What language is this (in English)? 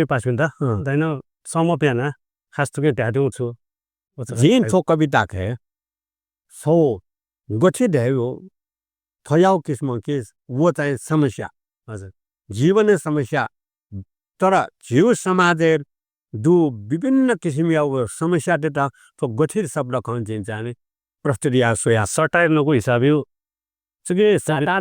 Newari